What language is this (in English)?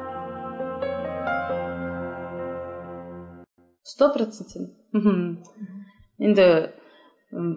Kazakh